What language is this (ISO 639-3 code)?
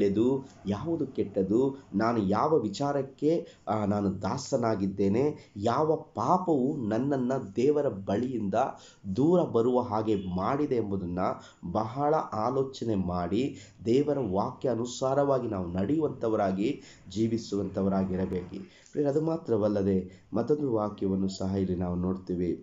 kan